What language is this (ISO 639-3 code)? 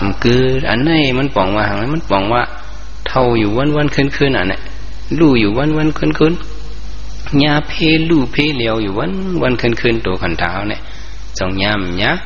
shn